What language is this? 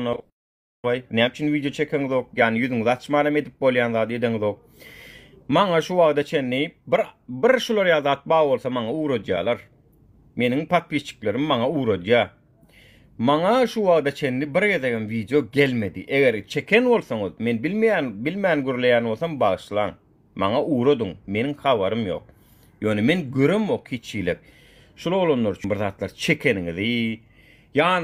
Turkmen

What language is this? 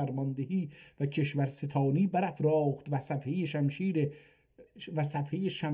South Azerbaijani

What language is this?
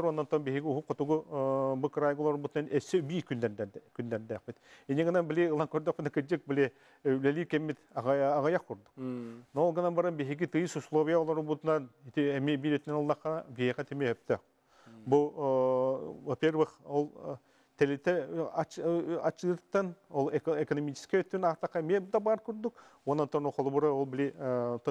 Yakut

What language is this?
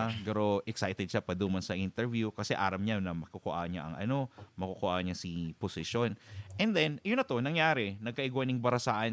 Bikol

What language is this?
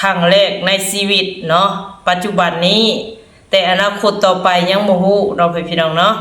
Lao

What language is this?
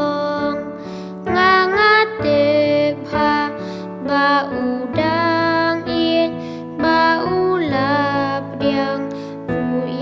Khasi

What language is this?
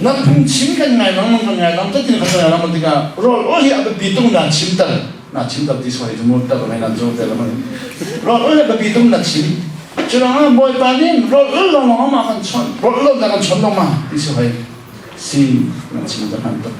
Hakha Chin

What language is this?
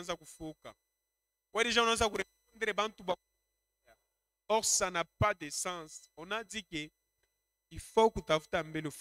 Swahili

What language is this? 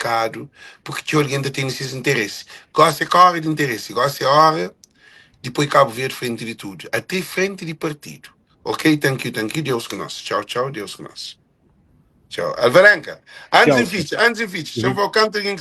Kabuverdianu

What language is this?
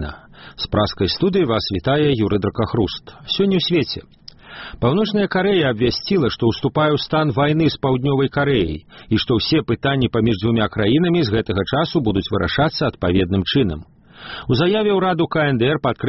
Belarusian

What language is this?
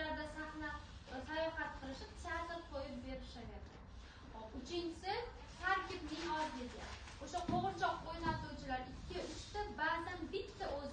Uzbek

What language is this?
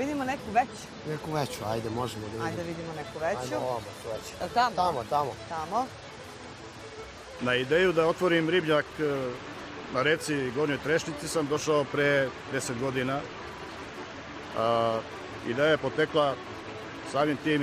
Serbian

